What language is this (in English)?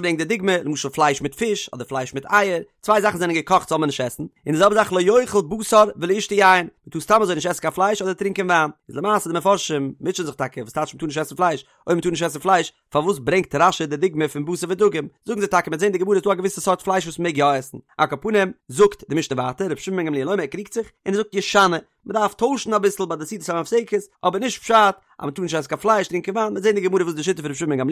Yiddish